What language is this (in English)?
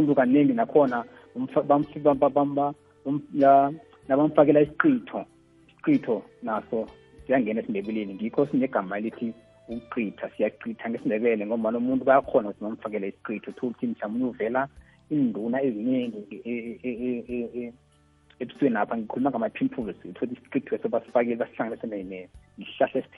South Ndebele